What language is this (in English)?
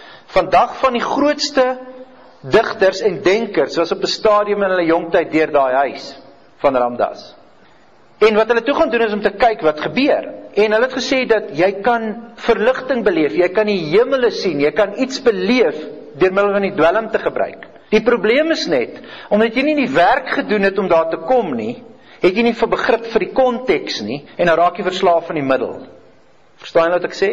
Afrikaans